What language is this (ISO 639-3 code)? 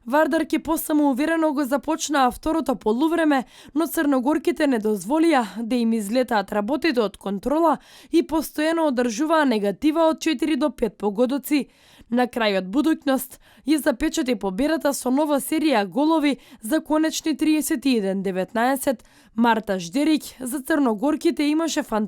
mkd